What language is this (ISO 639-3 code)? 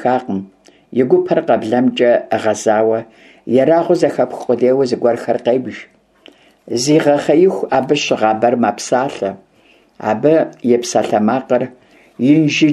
kbd